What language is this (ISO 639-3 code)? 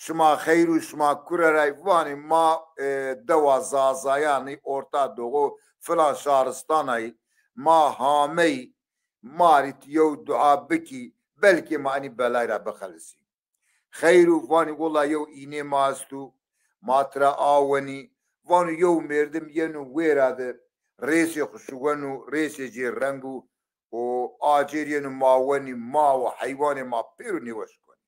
zza